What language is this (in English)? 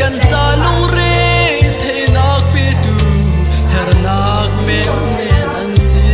Hakha Chin